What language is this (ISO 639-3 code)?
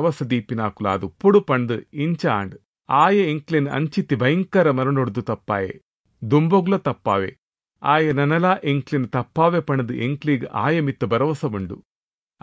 tcy